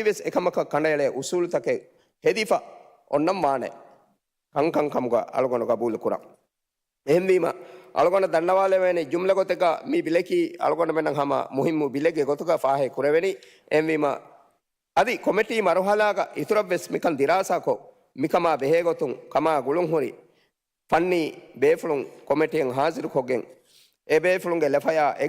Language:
Divehi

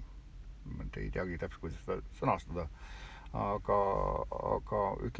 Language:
Estonian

